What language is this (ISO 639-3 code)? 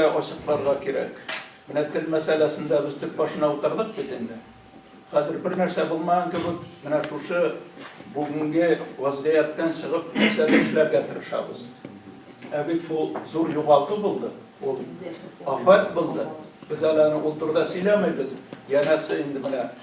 tat